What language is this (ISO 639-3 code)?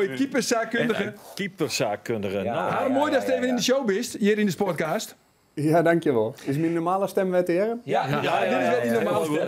fry